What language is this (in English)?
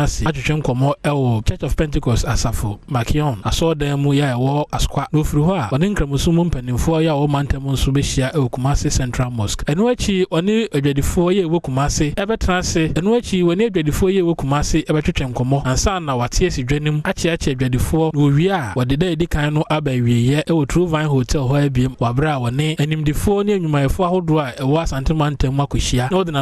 Akan